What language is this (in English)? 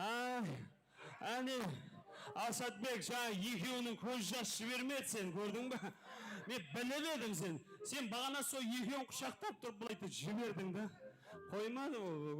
Kara-Kalpak